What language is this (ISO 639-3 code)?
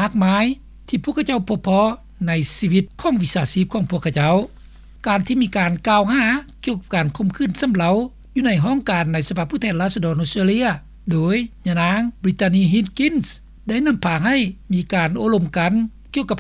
lao